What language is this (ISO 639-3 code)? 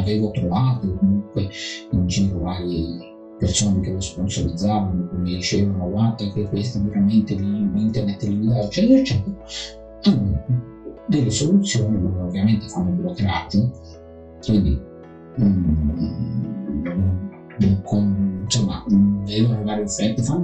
ita